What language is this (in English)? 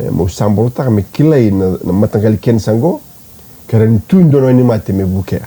Fijian